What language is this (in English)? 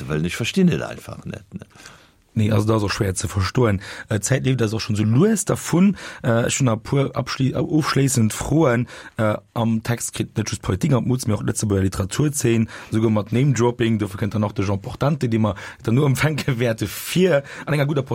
Luxembourgish